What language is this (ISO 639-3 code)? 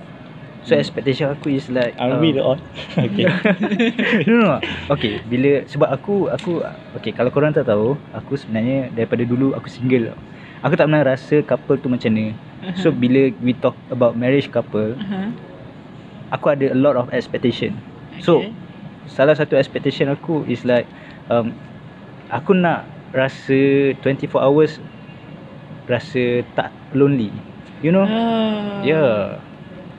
msa